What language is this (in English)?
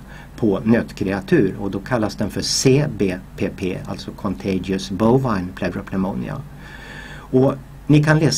Swedish